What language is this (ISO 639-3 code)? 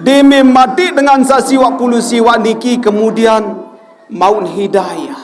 sas